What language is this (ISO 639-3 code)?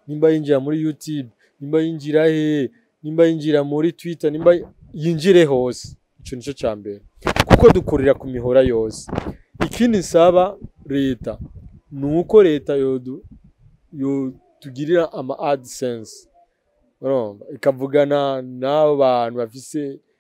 run